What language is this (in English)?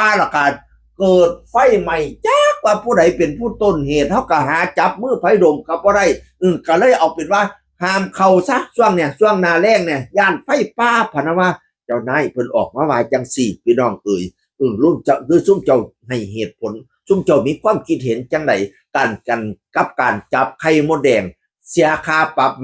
Northeastern Thai